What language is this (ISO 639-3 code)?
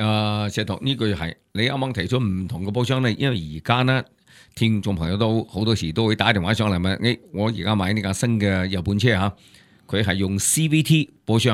yue